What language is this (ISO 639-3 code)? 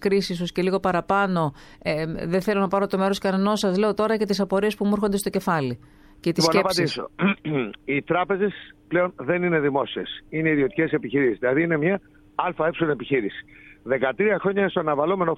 ell